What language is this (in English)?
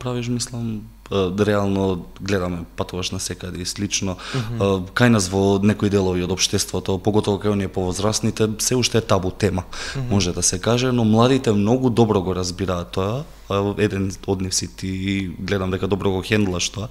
Macedonian